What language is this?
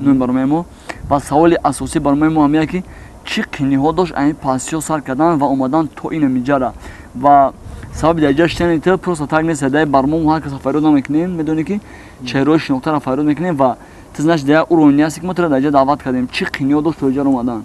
Tajik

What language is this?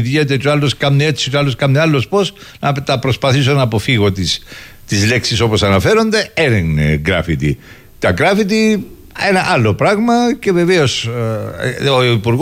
Greek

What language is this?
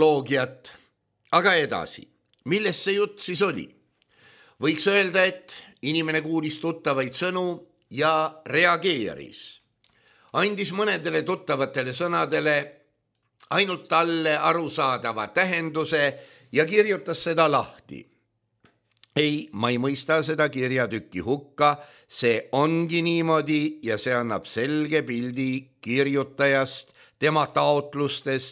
Estonian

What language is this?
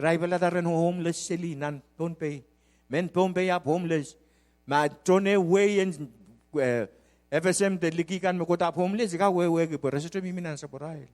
Pohnpeian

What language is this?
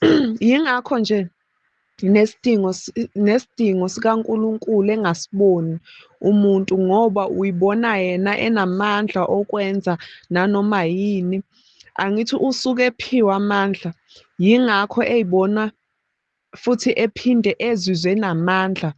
Zulu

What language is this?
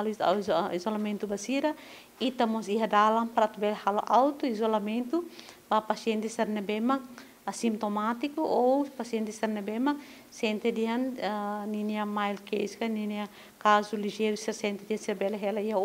Tetum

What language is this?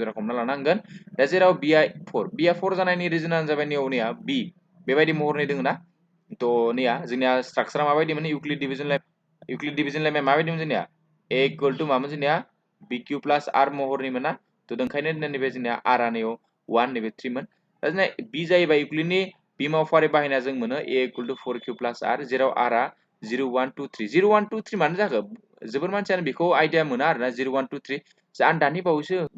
Bodo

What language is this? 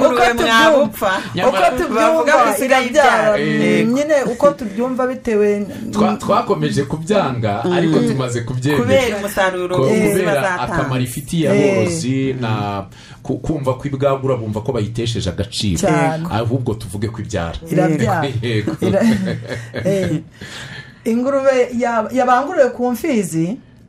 Kinyarwanda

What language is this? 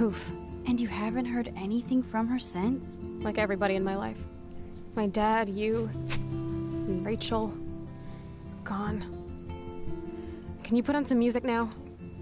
English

